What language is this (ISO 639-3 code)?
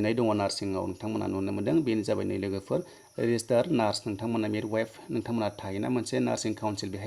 brx